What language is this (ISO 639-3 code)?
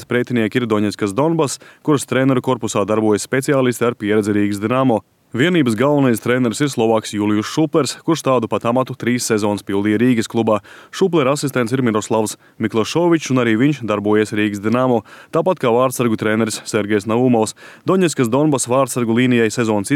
lav